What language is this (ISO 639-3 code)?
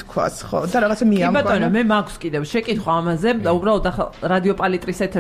kat